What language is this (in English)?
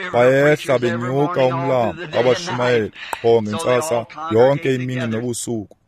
Xhosa